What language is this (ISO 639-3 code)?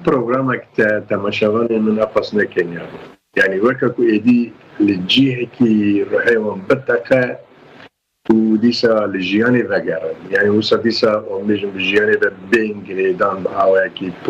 kur